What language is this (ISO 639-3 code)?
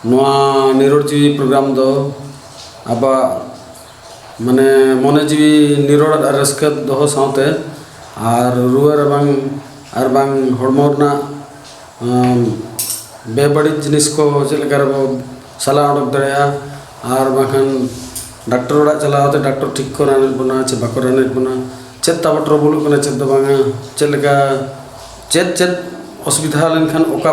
sat